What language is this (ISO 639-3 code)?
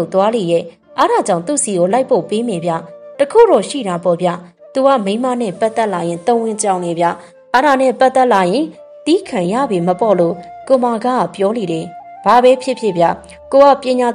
mya